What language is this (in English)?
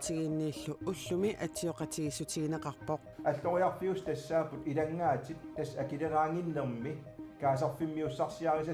Kalaallisut